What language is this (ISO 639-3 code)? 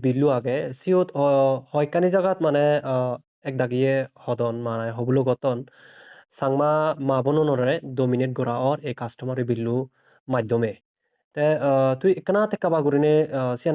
ccp